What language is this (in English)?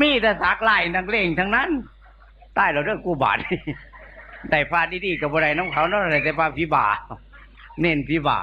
Northeastern Thai